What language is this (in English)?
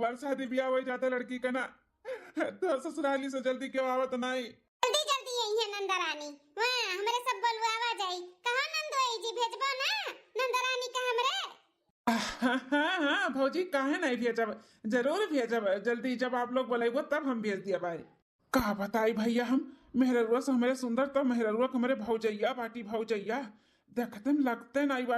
Awadhi